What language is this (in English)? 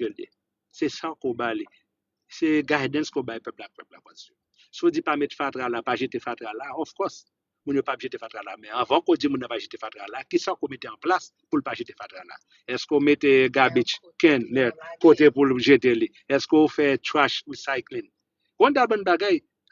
Haitian Creole